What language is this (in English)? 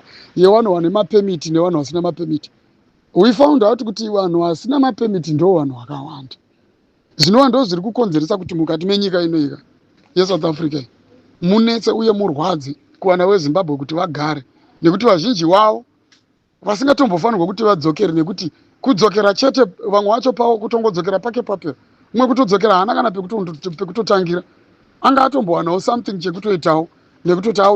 Shona